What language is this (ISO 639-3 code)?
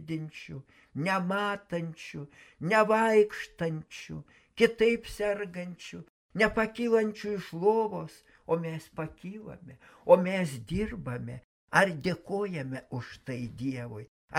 lit